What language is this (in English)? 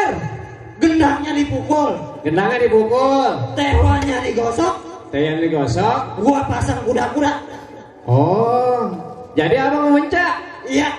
Betawi